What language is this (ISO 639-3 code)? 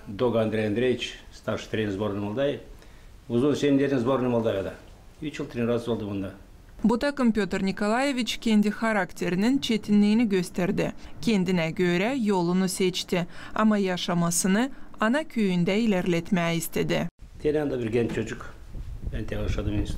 gag